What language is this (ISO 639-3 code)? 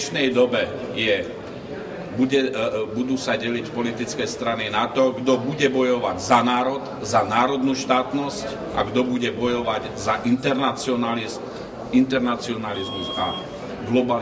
slk